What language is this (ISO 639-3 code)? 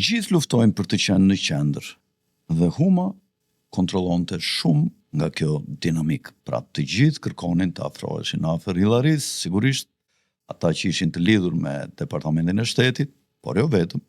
sqi